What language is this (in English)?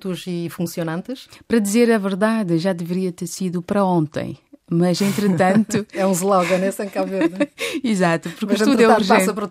Portuguese